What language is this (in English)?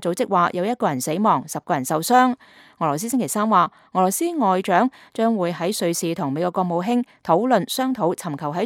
Cantonese